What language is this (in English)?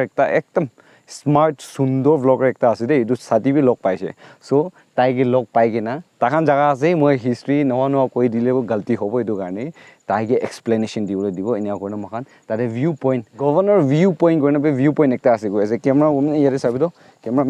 Naga Pidgin